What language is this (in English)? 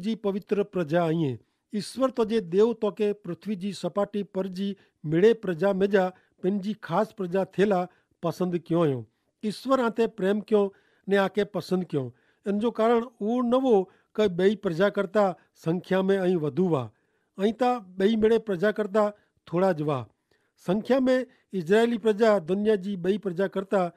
Kachhi